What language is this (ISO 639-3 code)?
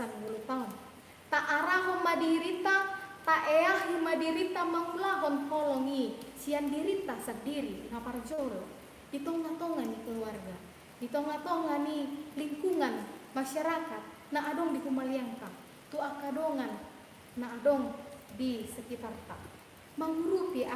bbc